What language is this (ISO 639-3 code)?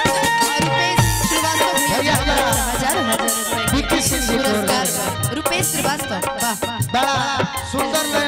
bho